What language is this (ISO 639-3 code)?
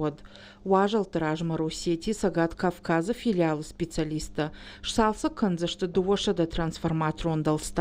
oss